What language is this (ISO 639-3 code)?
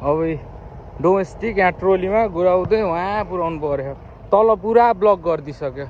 nep